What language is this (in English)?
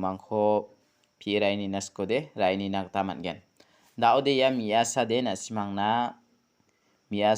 Garo